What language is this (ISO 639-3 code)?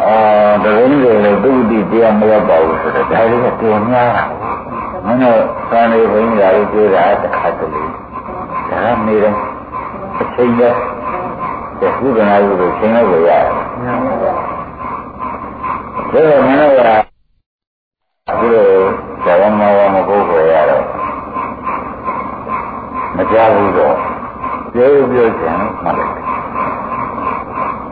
mya